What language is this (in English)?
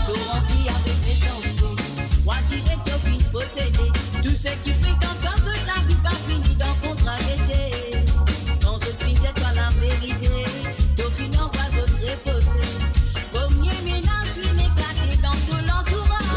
Morisyen